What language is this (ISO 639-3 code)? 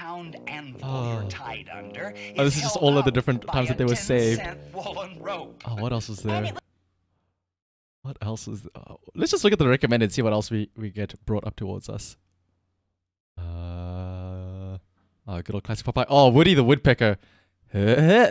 eng